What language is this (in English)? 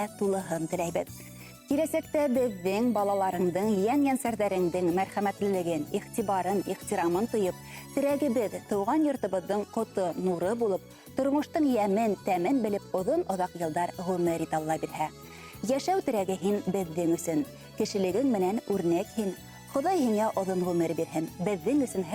Bashkir